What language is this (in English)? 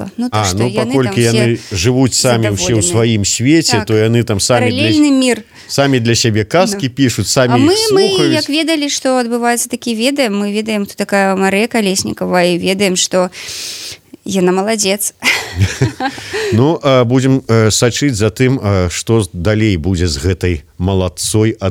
Belarusian